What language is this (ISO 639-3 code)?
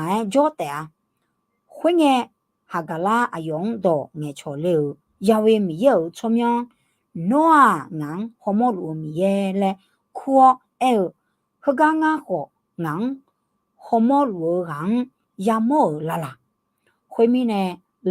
ahk